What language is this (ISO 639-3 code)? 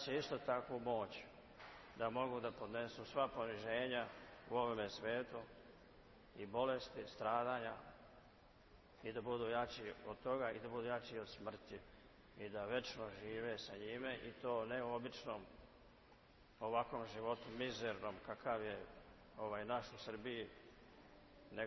srp